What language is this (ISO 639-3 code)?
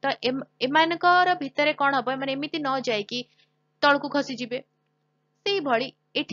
ori